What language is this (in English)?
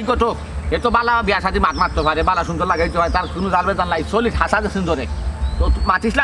Sylheti